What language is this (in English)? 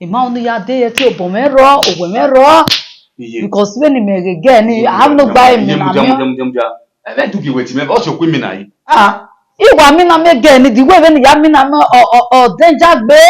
Bini